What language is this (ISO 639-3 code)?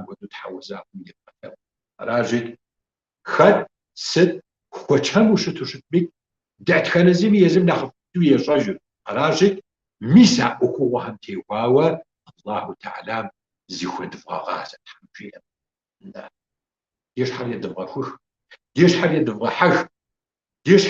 kbd